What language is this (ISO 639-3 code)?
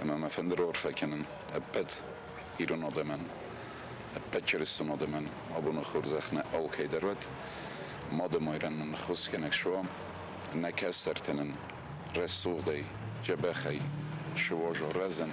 oss